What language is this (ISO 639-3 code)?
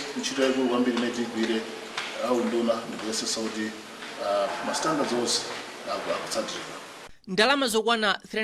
nya